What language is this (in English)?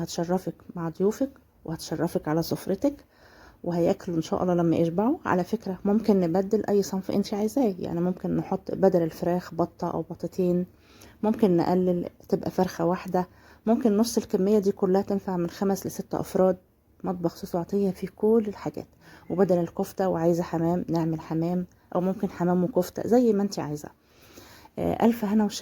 Egyptian Arabic